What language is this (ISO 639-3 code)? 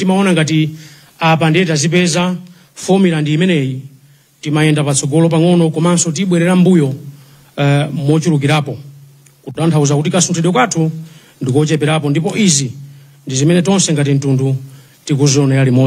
nya